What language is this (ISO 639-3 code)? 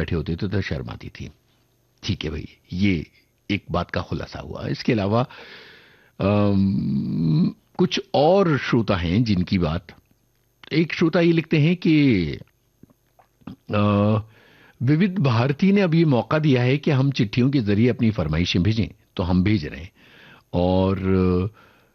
hin